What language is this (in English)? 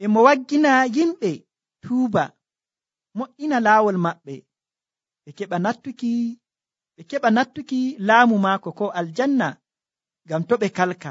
Nigerian Fulfulde